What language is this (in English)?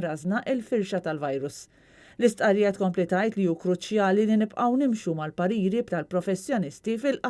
Maltese